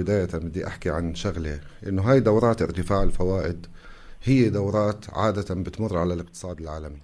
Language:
North Levantine Arabic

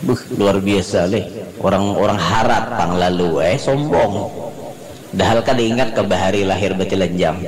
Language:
Banjar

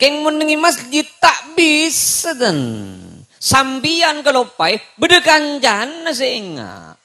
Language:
Madurese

